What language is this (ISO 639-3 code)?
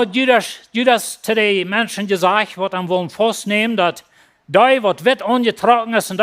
pdt